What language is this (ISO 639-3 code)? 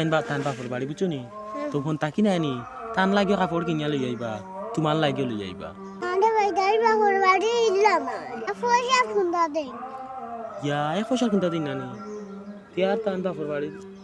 syl